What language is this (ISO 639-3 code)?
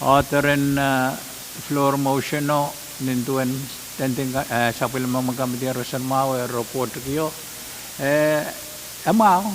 pon